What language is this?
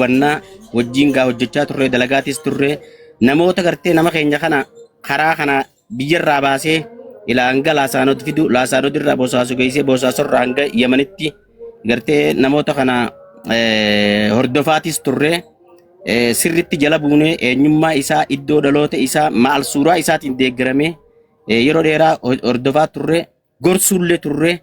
Oromo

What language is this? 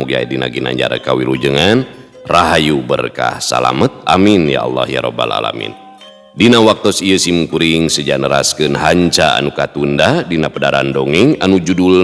Sundanese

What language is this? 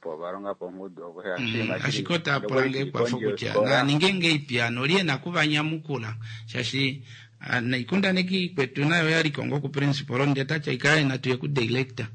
Kuanyama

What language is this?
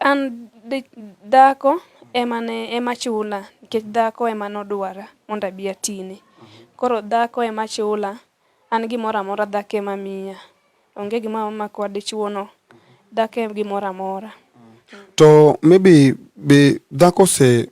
Luo (Kenya and Tanzania)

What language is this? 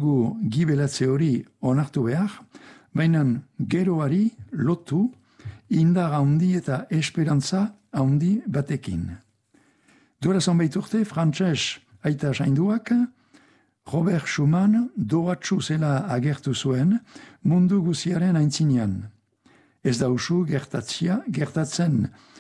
Basque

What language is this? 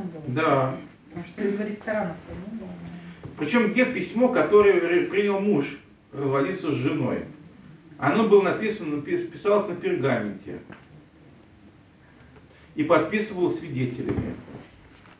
Russian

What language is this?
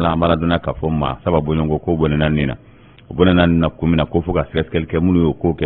Bambara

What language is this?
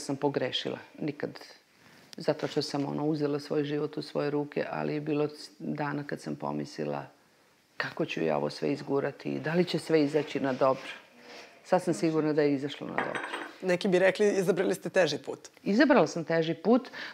Serbian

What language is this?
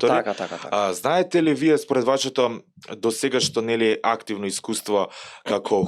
Macedonian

